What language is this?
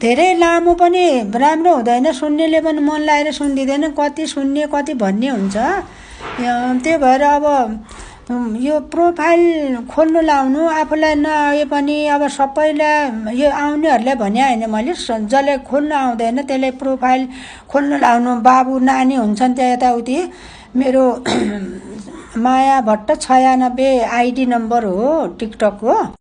Nepali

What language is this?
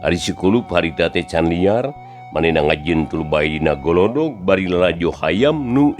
Sundanese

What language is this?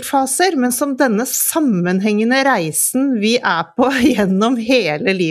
Norwegian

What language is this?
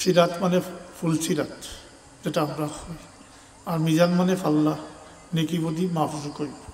Sylheti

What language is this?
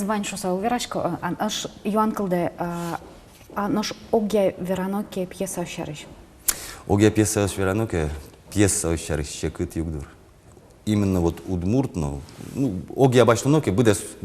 Udmurt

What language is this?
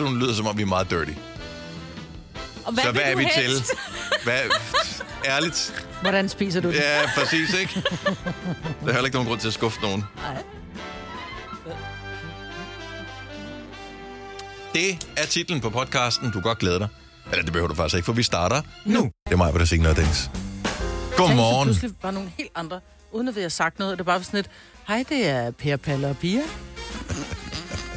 Danish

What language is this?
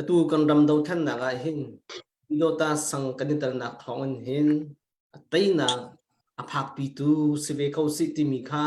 Hakha Chin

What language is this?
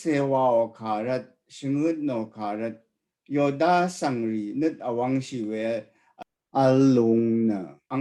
Rawang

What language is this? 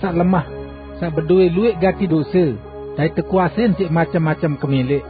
Sasak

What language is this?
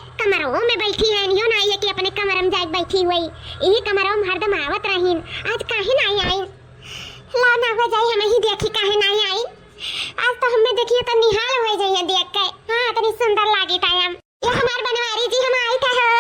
Awadhi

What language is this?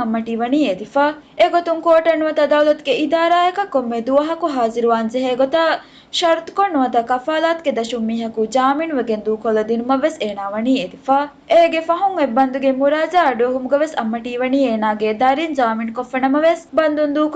Divehi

